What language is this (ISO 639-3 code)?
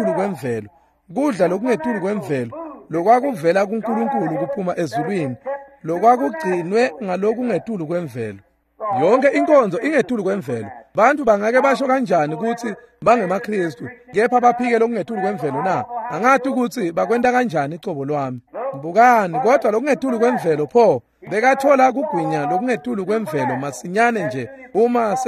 ssw